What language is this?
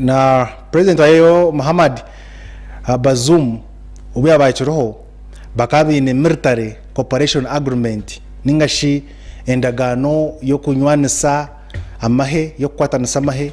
Nyankole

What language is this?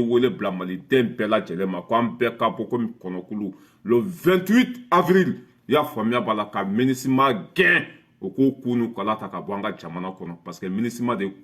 Bambara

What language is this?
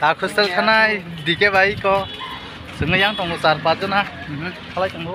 Kok Borok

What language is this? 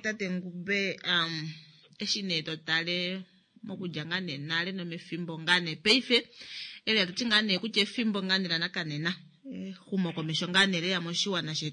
Kuanyama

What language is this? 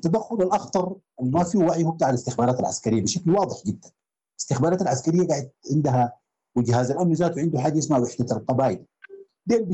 Sudanese Arabic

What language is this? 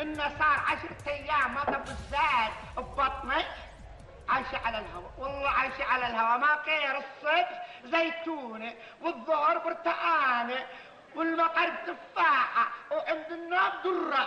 Gulf Arabic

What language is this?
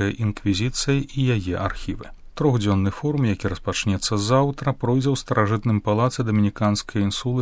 Belarusian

